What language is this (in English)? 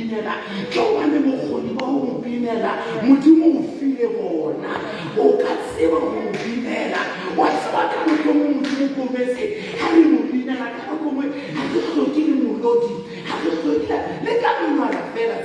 Southern Sotho